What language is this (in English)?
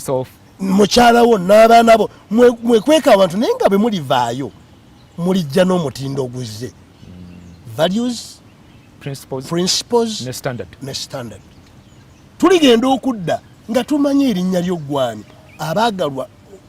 Ganda